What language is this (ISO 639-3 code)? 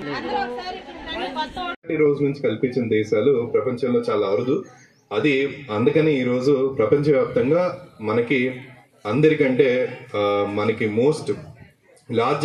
tel